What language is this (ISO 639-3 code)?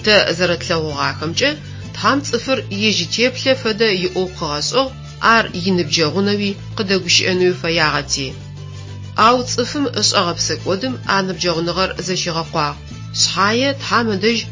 ady